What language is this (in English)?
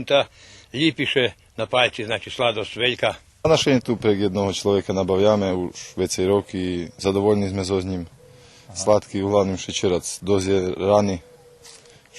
Rusyn